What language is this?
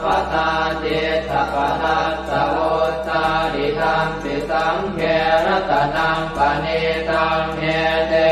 Pali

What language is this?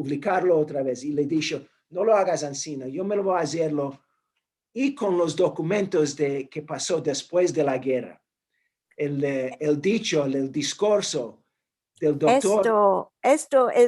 Ladino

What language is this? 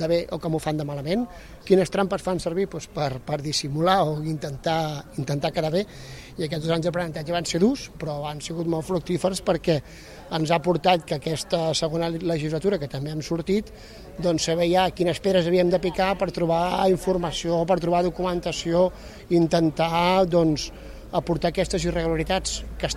Catalan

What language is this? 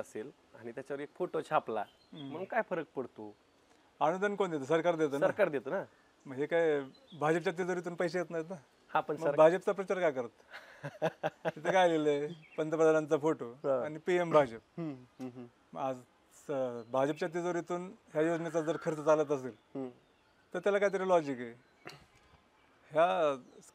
Marathi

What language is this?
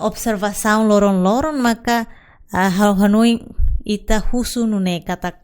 Tetum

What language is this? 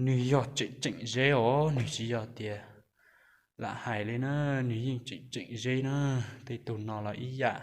Hmong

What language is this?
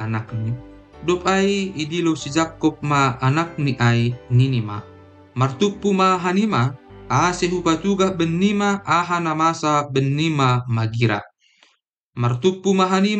Batak Simalungun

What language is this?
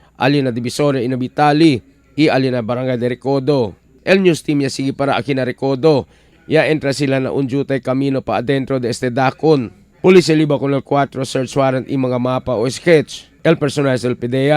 Chavacano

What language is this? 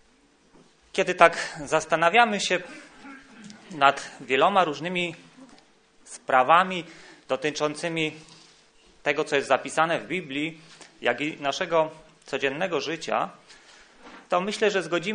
Polish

